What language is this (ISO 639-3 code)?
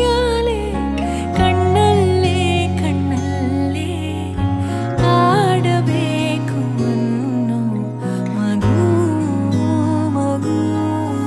kan